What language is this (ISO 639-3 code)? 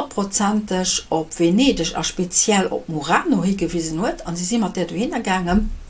ltz